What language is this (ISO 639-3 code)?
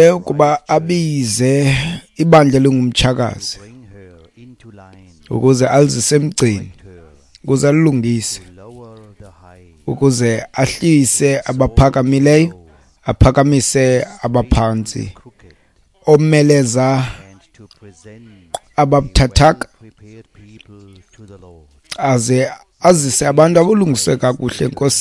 xho